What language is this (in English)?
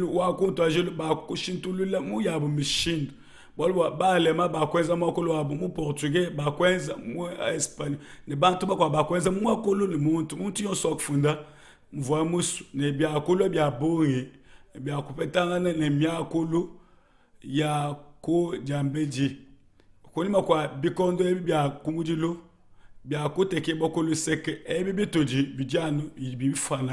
Luba-Lulua